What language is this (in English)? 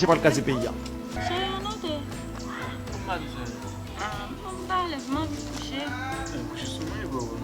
Haitian Creole